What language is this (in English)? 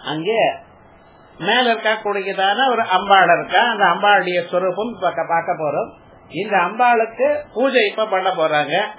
Tamil